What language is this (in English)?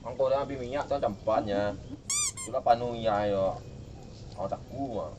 Minangkabau